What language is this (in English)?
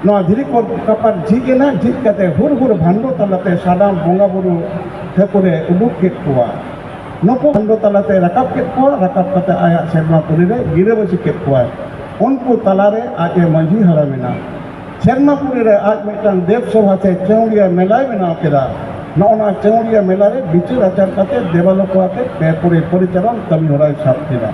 Santali